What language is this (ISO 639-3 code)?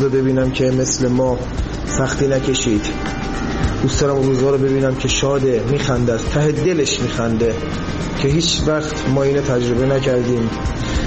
fas